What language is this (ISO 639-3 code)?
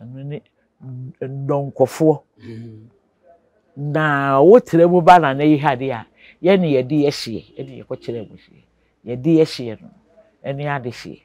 aka